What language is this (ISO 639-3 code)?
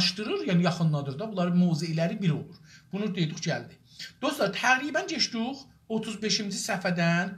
azb